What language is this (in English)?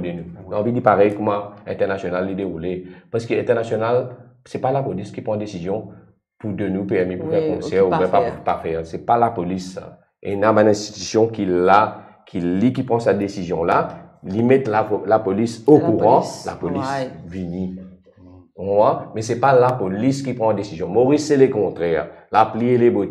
Morisyen